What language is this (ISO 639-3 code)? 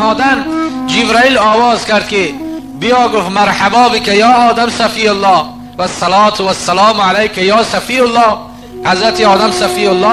tgk